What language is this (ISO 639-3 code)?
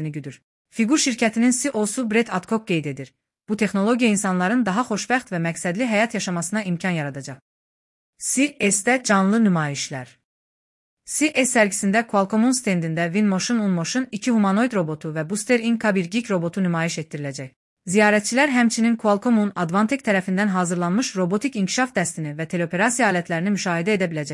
aze